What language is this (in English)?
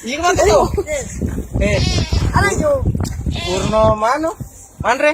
Buginese